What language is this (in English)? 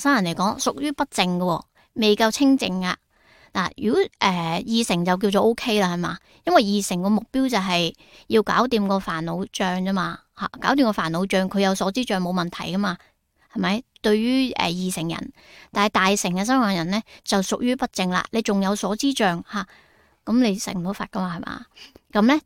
Cantonese